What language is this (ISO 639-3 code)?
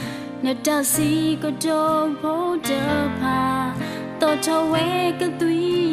ksw